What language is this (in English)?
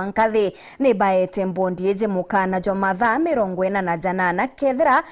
Meru